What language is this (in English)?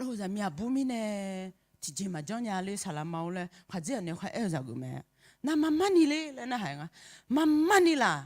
Akha